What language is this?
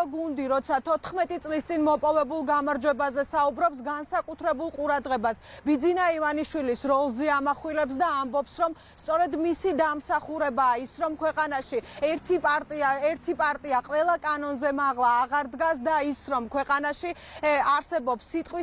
Georgian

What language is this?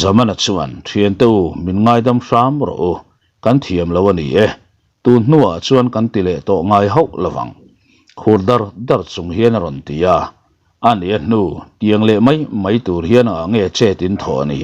Mizo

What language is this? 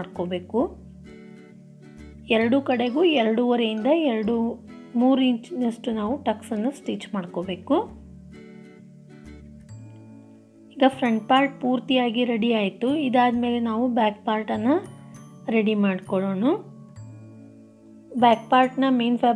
Kannada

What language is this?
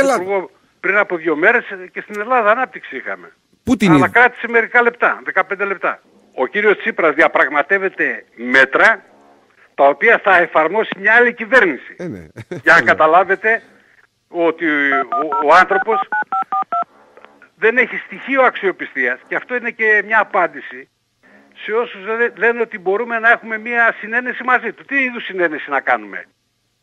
Greek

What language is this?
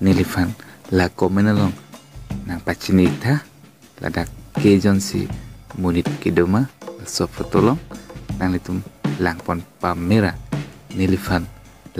Karbi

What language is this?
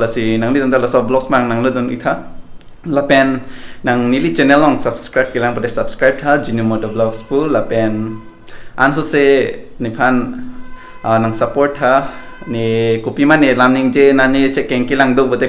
Karbi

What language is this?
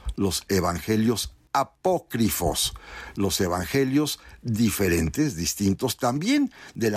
Spanish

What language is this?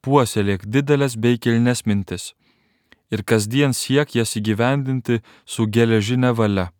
Lithuanian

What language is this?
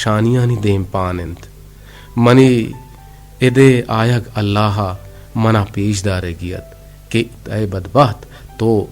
Eastern Balochi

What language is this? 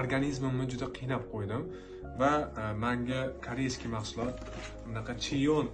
Uzbek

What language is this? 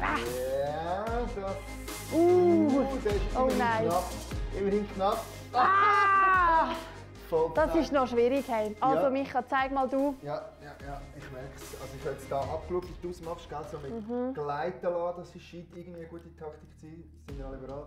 Swiss German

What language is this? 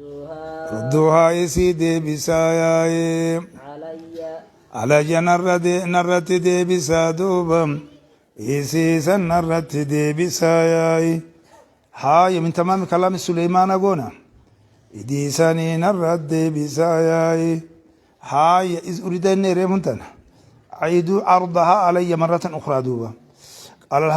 Oromo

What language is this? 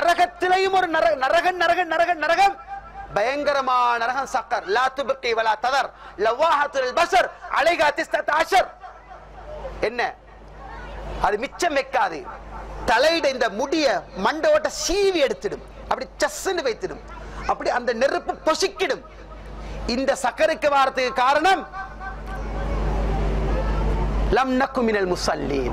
Tamil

